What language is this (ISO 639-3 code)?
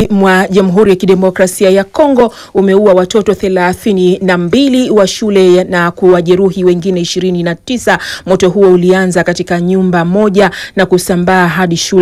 swa